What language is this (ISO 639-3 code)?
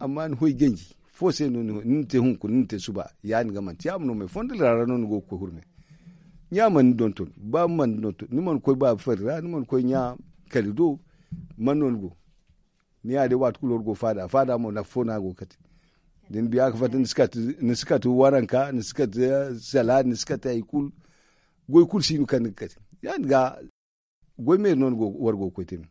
dje